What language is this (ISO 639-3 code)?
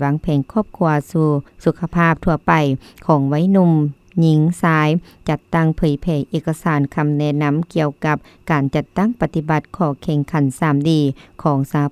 lao